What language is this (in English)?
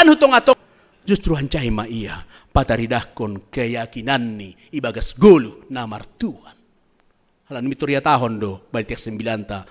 Batak Simalungun